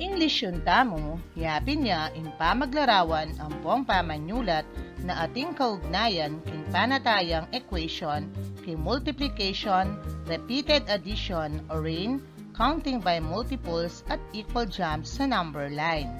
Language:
Pampanga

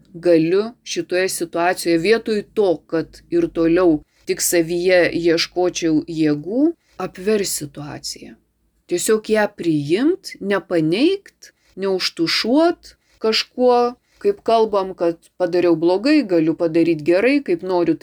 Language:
Lithuanian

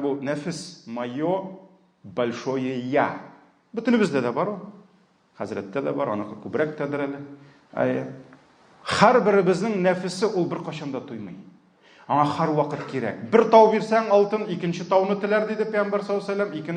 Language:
Tatar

